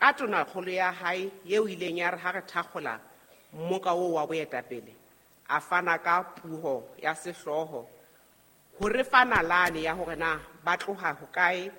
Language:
Southern Sotho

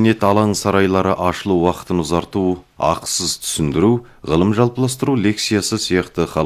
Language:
Kazakh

